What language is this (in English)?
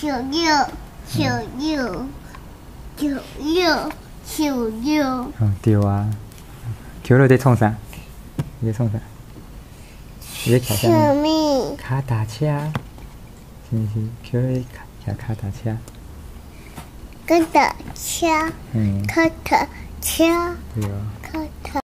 Min Nan Chinese